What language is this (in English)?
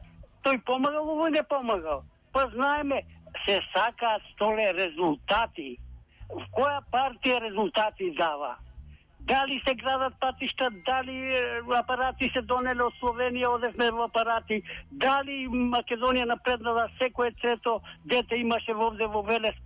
Macedonian